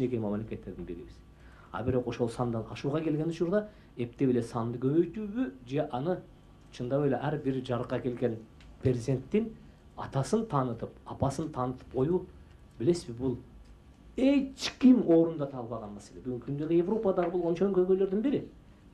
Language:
Kyrgyz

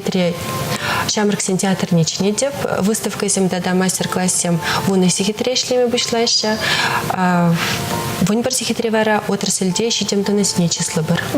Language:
Chuvash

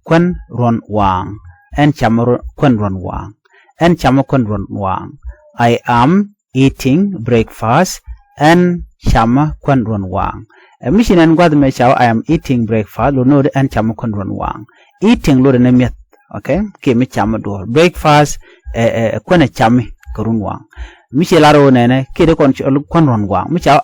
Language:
Nuer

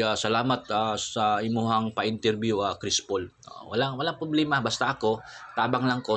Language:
Cebuano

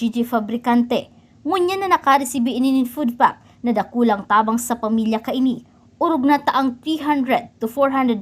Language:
Bikol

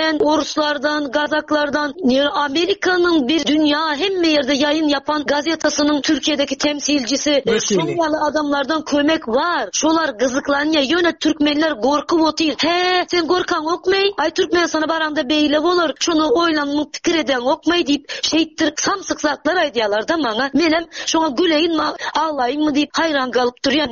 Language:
Turkmen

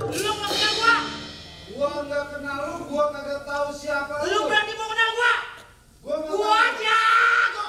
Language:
Betawi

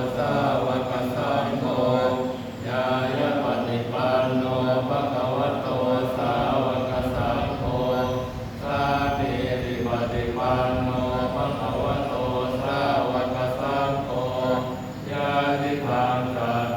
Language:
Pali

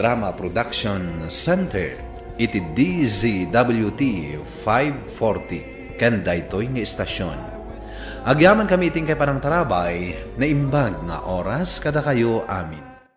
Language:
Iloko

